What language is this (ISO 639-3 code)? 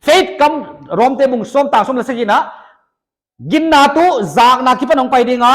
pck